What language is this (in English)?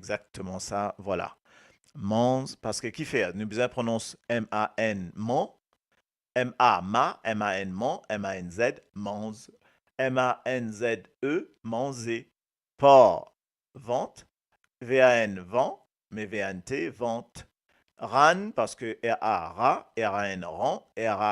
Morisyen